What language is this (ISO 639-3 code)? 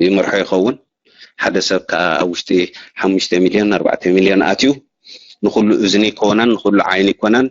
tir